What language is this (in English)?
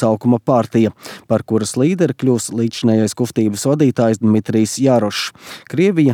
Latvian